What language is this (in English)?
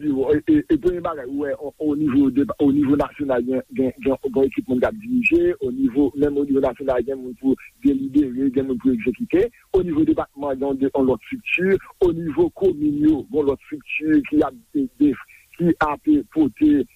Haitian Creole